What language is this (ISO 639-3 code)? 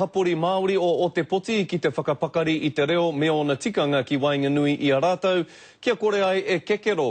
mri